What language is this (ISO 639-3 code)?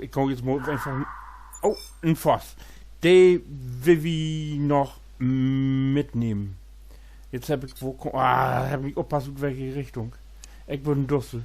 nds